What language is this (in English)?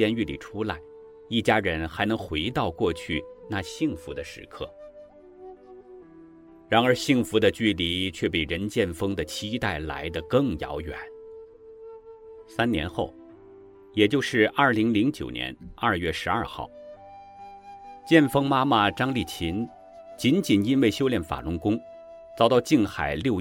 Chinese